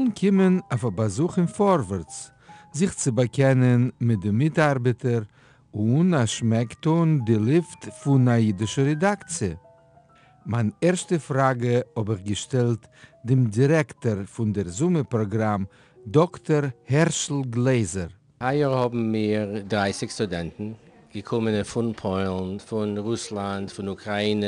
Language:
Yiddish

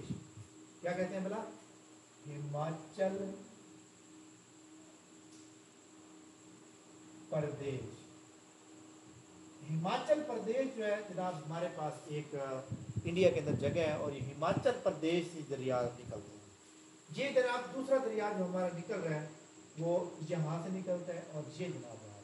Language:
Urdu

